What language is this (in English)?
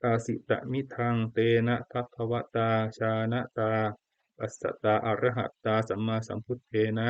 Pali